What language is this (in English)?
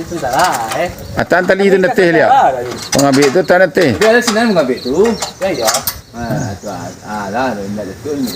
Minangkabau